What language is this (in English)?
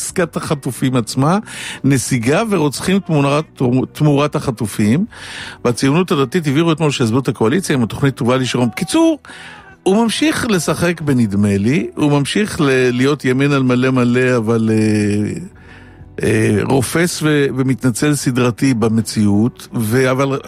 Hebrew